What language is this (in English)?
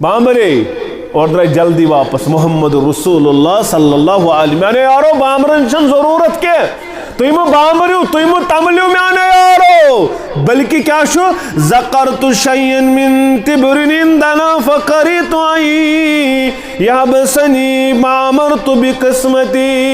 Kashmiri